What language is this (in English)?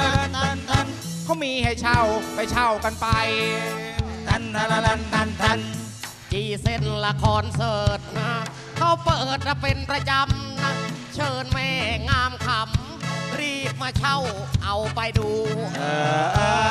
Thai